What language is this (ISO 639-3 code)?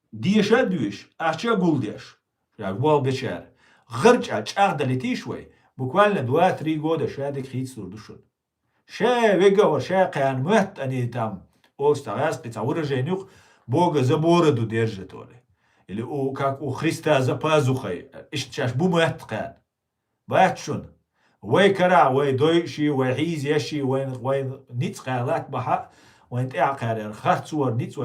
che